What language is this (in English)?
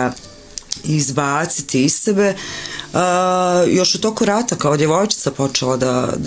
Bosnian